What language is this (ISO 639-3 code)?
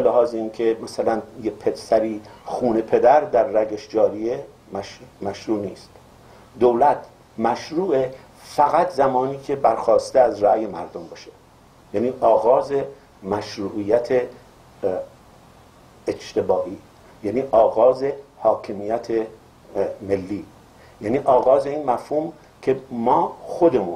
fas